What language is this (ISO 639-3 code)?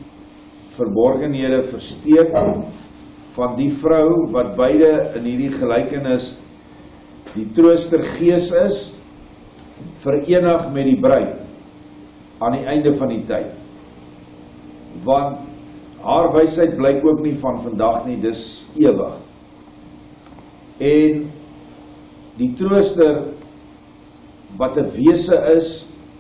afr